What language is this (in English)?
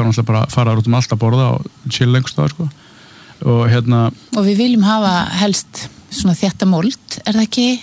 Icelandic